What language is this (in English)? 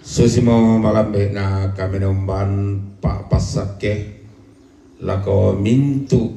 Toraja-Sa'dan